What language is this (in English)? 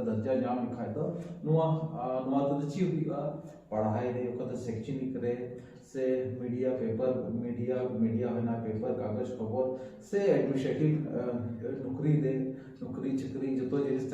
Santali